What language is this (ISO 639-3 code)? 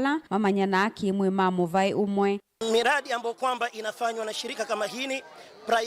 kam